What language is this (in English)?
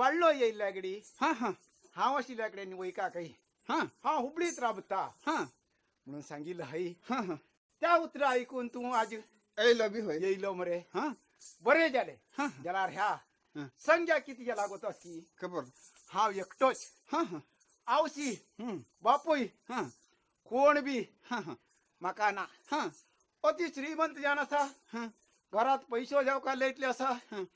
Konkani